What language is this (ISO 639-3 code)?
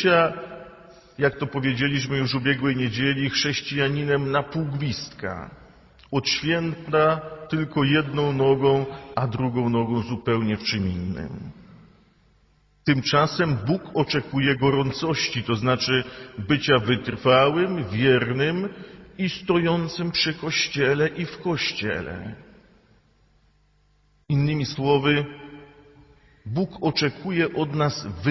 pol